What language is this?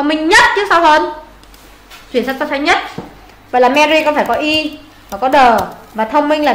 Vietnamese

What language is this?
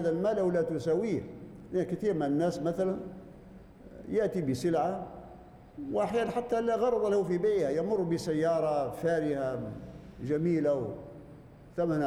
Arabic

